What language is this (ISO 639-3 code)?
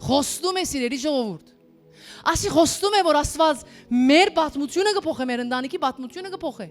hyw